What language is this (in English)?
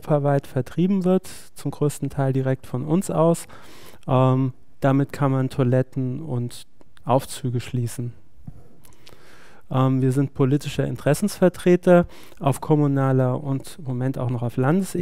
German